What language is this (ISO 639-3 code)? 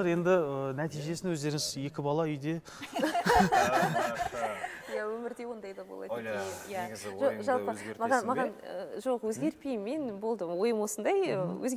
kaz